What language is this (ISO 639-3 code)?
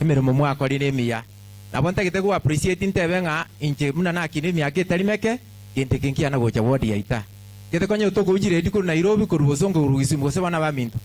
guz